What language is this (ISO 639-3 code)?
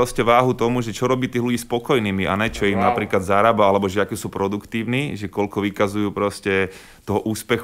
slk